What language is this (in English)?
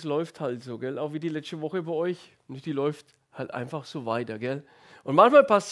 German